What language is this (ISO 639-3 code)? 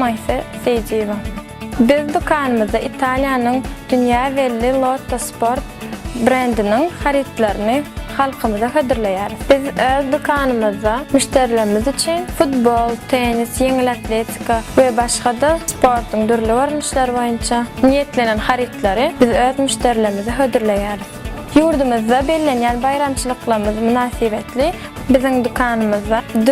tuk